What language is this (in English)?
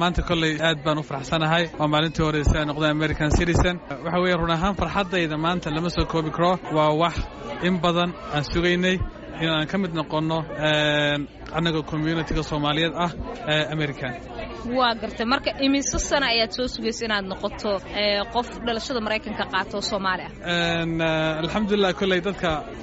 Somali